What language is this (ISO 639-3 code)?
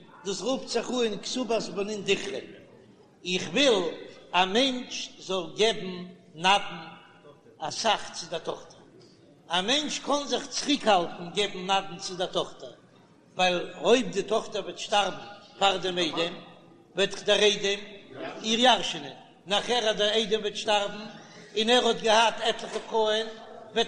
yid